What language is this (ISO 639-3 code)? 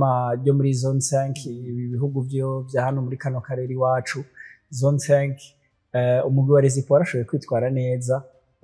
run